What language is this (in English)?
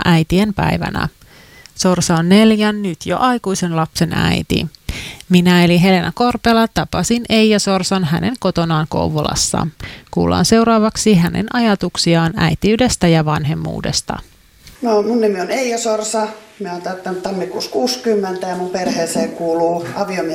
Finnish